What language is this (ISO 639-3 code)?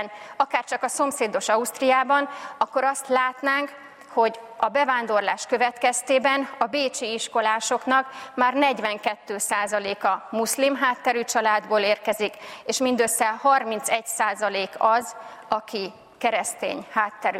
hun